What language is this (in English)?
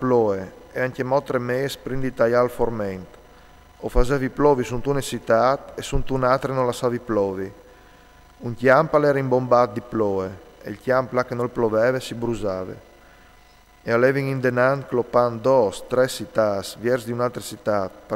Friulian